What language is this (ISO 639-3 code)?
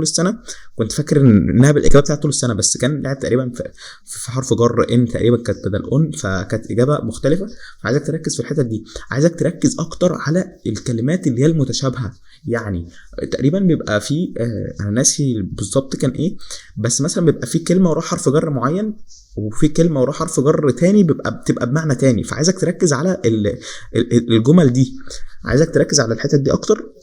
arz